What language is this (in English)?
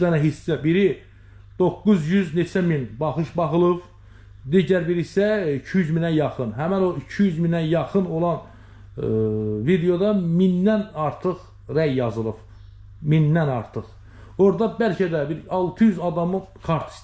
Azerbaijani